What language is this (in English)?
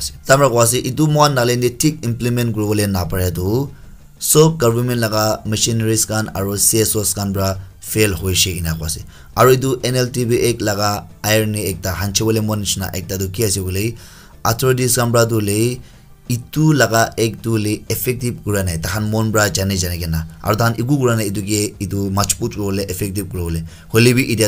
Naga Pidgin